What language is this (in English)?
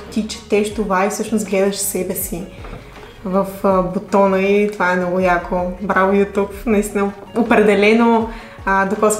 Bulgarian